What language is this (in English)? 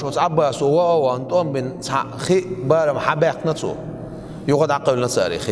Chechen